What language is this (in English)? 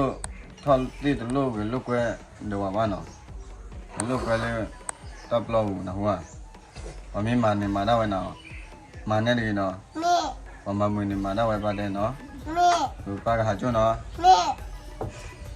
S'gaw Karen